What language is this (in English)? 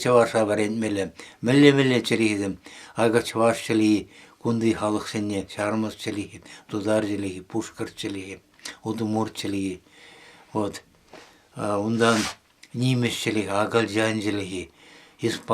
Chuvash